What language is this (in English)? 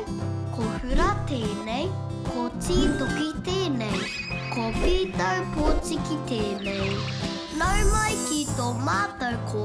Māori